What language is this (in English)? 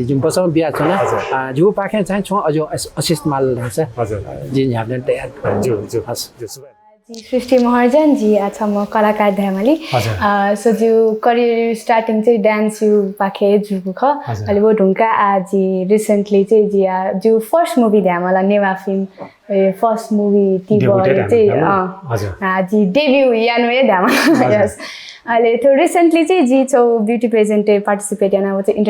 Newari